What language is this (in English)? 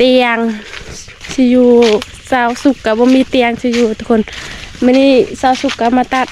Lao